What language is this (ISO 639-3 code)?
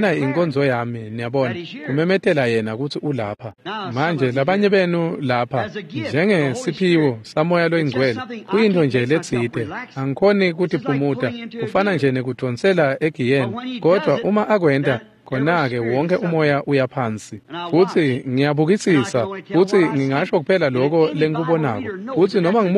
ssw